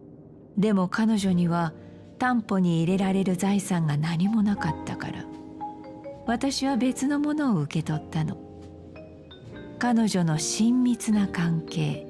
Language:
Japanese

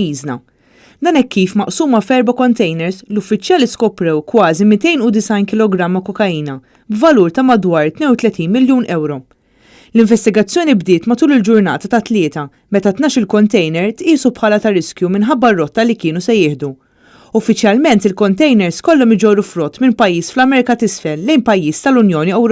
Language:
Maltese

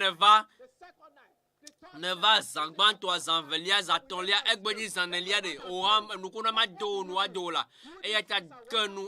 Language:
Ewe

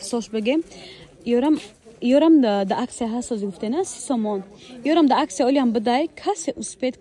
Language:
Tajik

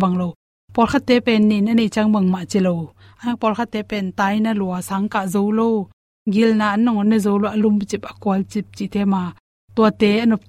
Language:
Tedim Chin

